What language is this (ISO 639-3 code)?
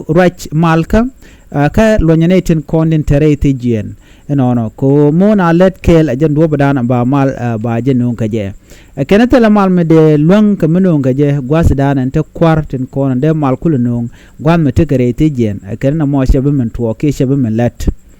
nus